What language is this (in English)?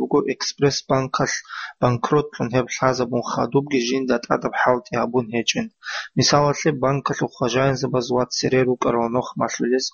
Avaric